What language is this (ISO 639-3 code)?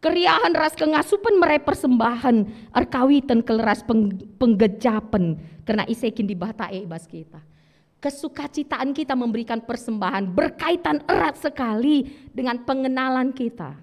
btx